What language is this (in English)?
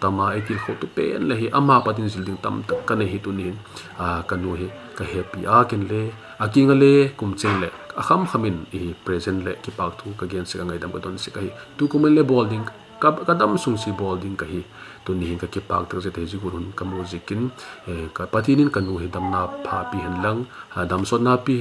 Vaiphei